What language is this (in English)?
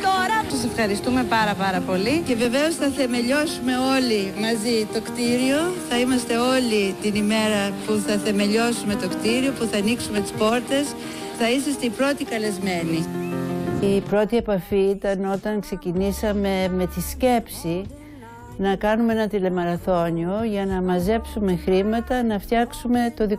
Greek